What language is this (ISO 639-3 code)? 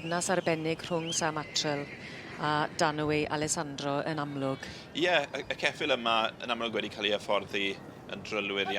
cym